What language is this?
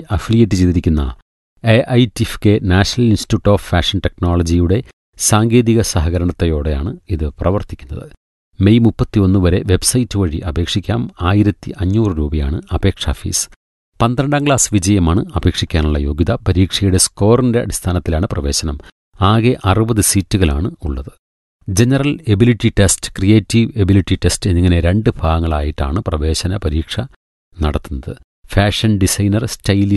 Malayalam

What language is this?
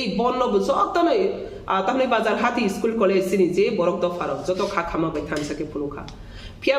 Kok Borok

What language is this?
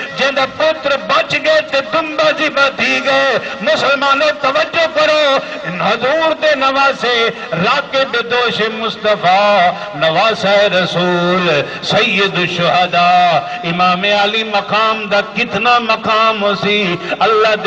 Saraiki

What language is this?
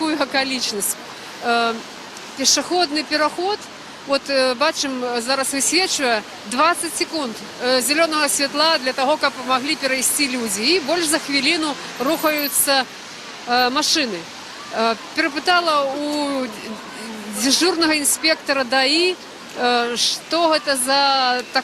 Belarusian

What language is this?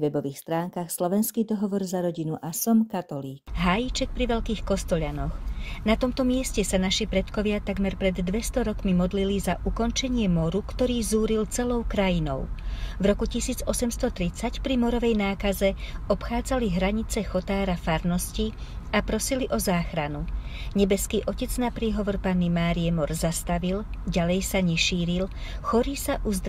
Slovak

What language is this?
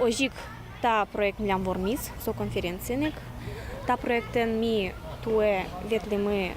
Udmurt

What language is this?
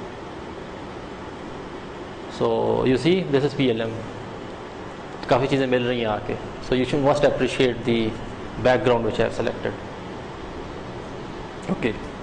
Urdu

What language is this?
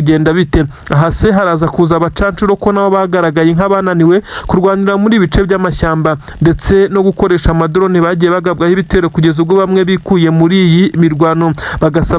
Kinyarwanda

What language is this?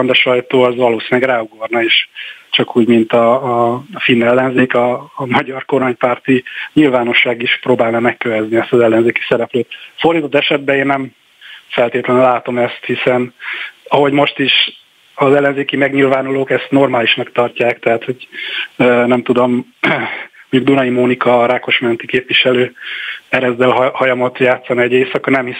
Hungarian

